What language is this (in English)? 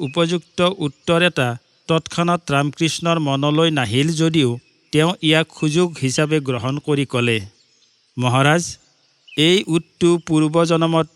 Assamese